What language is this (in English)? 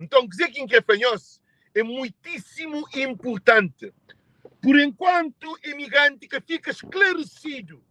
Kabuverdianu